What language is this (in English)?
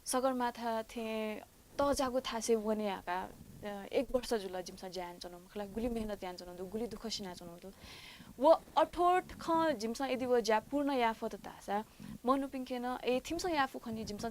Newari